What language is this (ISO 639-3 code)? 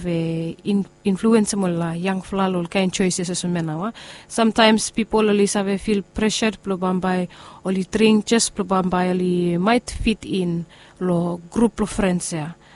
bis